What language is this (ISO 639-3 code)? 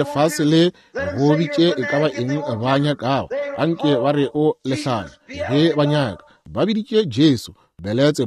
nso